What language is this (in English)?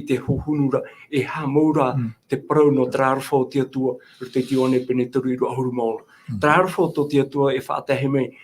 Tahitian